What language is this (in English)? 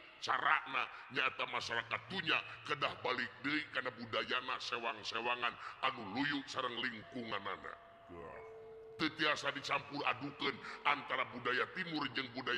Sundanese